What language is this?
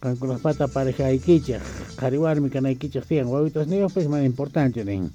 South Bolivian Quechua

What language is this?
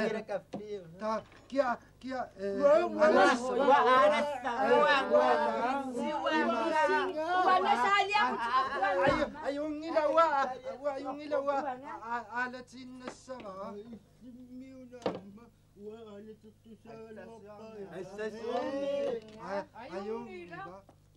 Kalaallisut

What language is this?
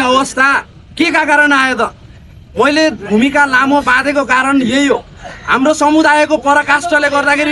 Nepali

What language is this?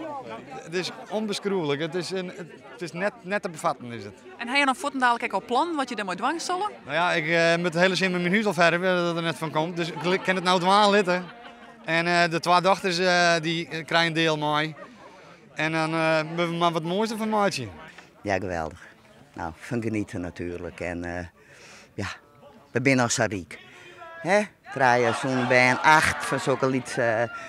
Western Frisian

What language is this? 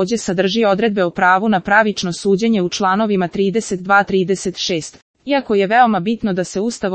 Serbian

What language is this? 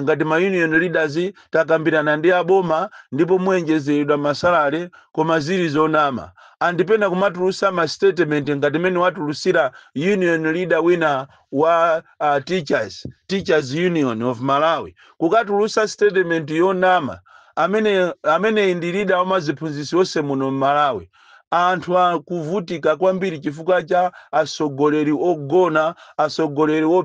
Nyanja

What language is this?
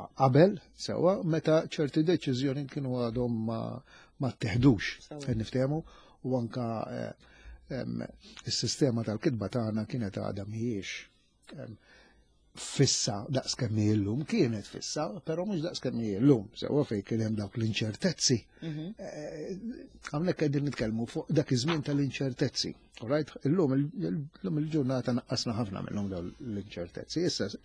Maltese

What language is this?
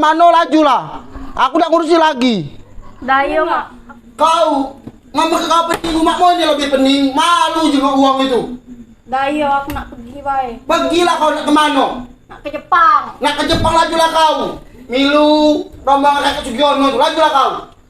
Musi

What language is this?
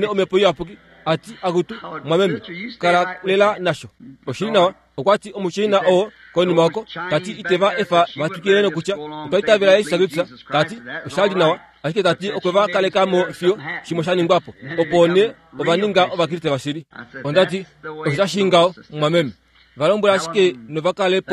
Kuanyama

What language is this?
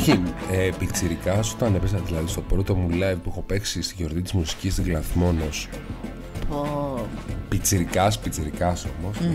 Greek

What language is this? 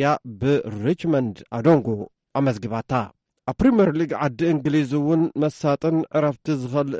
Tigrinya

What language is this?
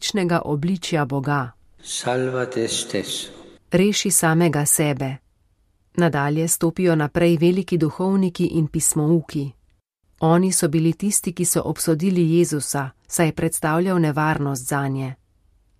Slovenian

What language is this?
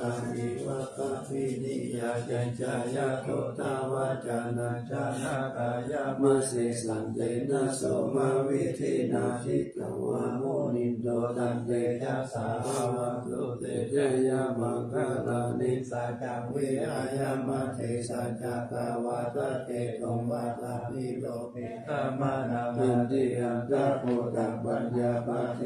Pali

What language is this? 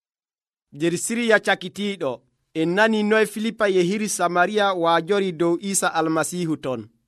Nigerian Fulfulde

